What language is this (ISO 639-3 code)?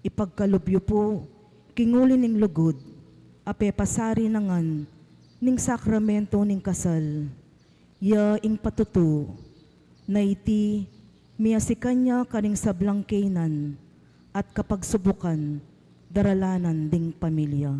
pam